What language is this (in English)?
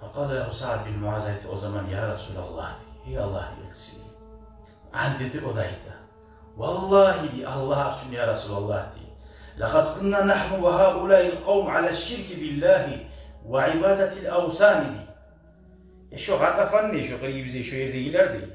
Kumyk